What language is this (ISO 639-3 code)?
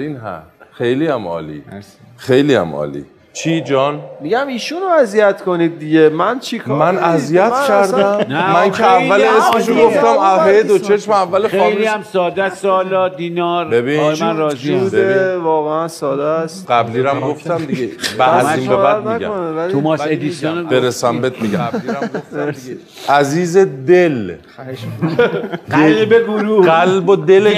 fas